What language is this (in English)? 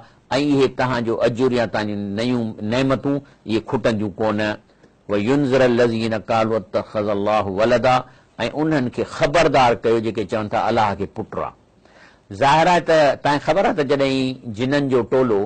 Sindhi